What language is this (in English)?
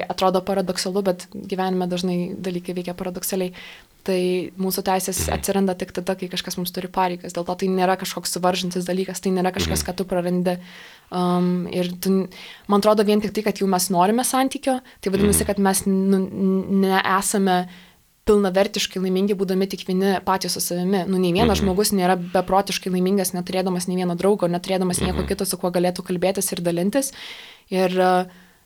Lithuanian